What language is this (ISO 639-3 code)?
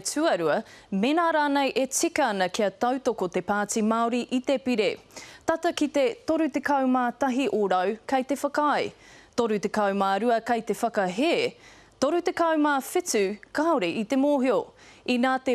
mri